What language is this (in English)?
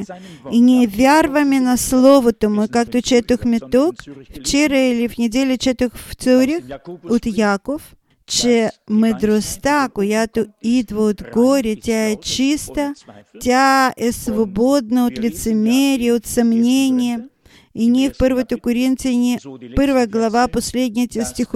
Bulgarian